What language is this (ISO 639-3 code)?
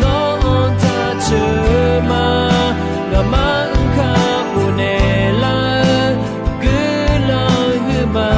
ahk